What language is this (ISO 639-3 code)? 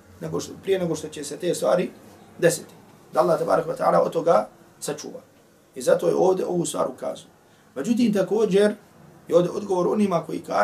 bos